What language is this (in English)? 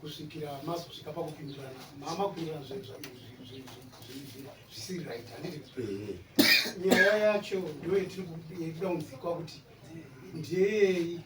Shona